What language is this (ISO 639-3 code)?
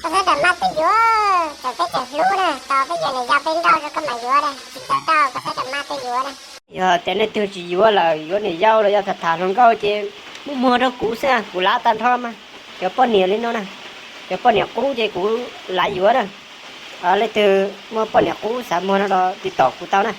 hmn